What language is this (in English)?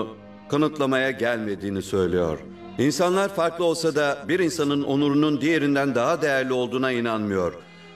Turkish